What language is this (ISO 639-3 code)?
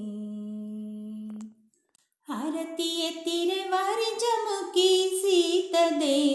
kan